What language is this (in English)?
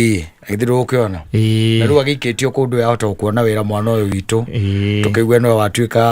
Kikuyu